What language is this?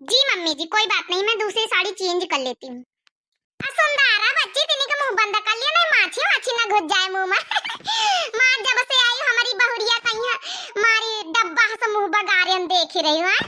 Awadhi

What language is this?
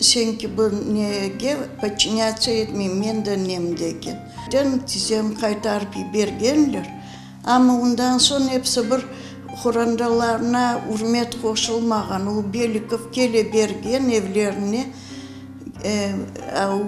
Crimean Tatar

